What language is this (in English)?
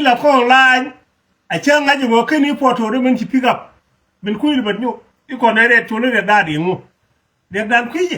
Nuer